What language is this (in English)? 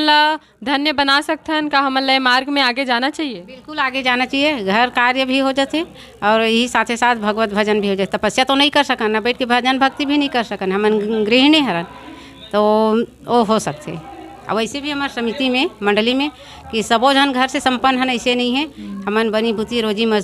Chhattisgarhi